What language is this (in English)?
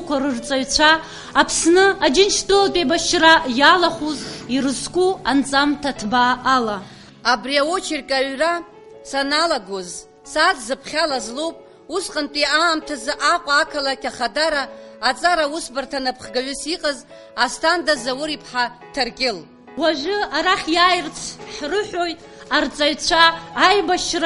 Abkhazian